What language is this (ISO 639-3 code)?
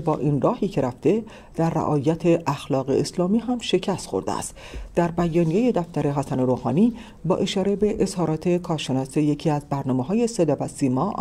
fas